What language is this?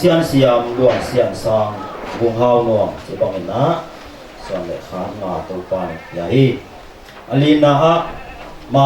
Tedim Chin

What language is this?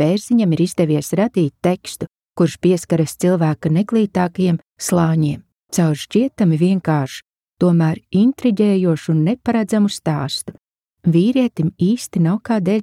Latvian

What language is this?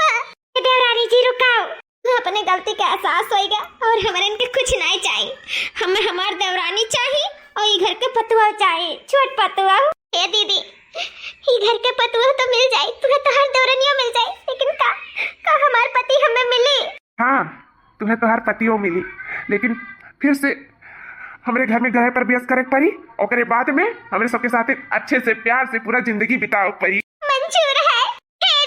Awadhi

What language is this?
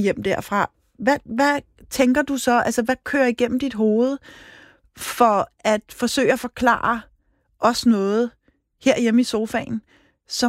Danish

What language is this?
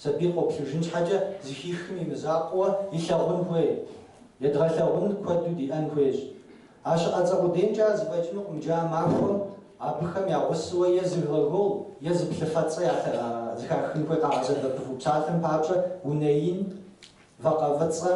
Kabardian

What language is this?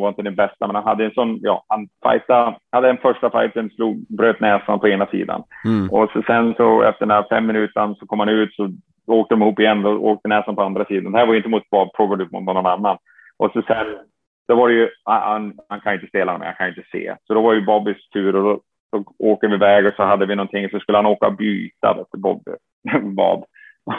Swedish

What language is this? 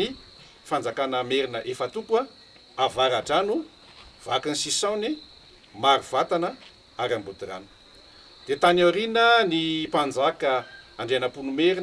Malagasy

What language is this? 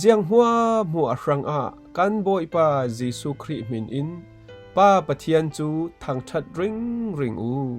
Falam Chin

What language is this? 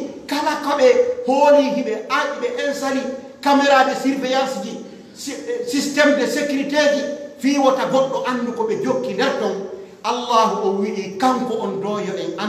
Pular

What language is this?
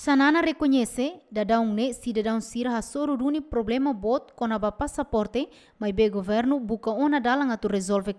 Tetum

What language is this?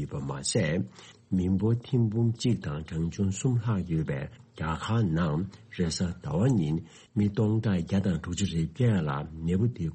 Tibetan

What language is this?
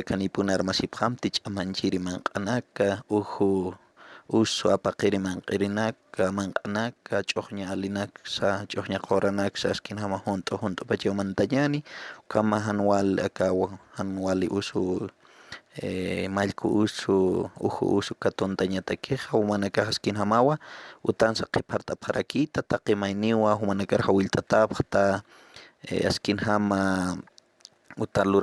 Aymara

